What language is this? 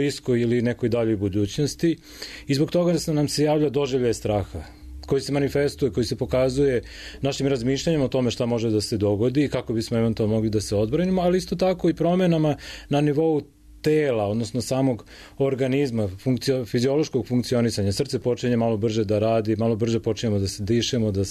Serbian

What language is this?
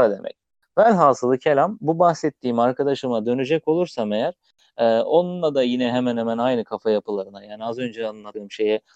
Turkish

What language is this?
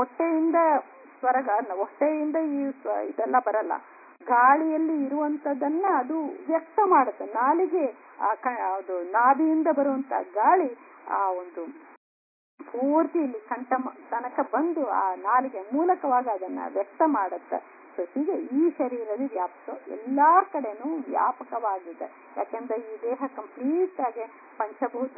Kannada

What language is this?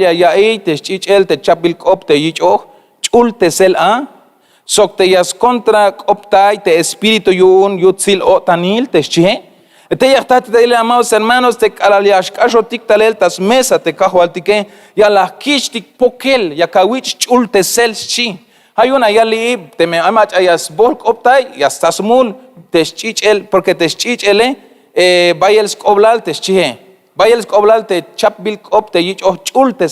Tzeltal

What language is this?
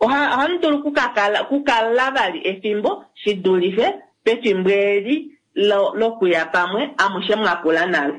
Kuanyama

